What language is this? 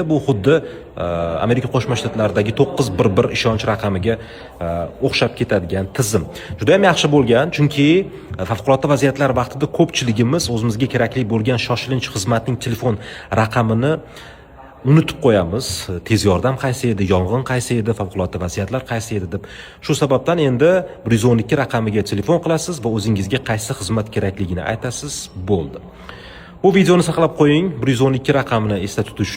Uzbek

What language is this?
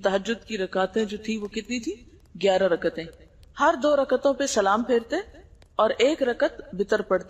Urdu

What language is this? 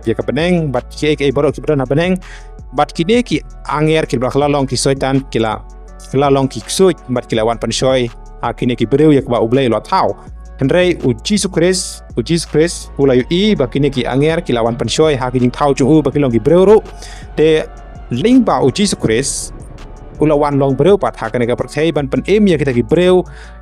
Khasi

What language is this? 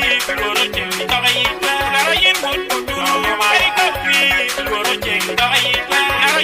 Acoli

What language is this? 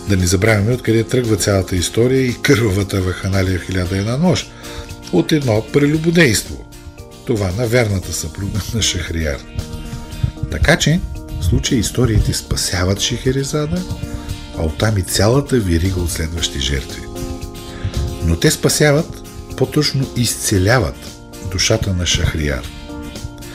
Bulgarian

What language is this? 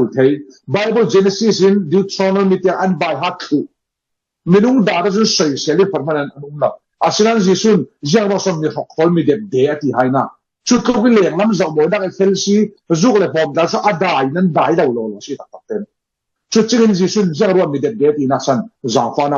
Falam Chin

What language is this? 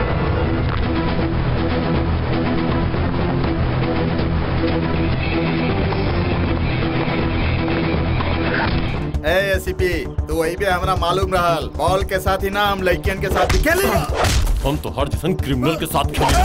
Bhojpuri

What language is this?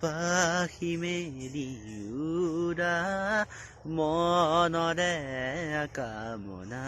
Assamese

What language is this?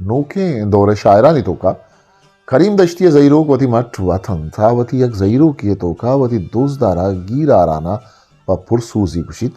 Eastern Balochi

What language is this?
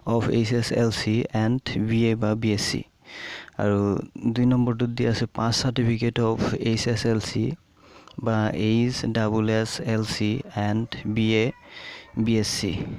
Assamese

